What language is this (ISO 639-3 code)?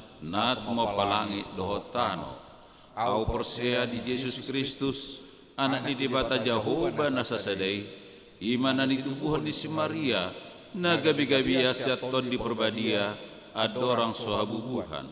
bbc